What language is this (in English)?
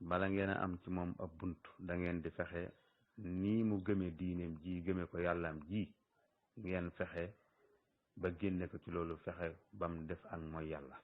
Wolof